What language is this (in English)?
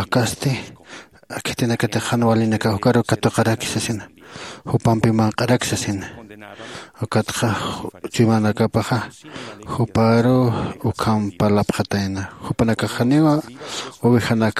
Aymara